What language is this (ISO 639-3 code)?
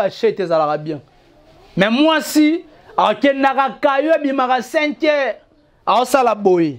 lin